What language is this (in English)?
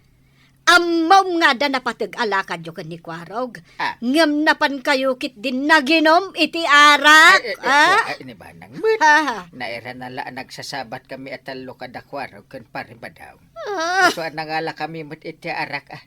Iloko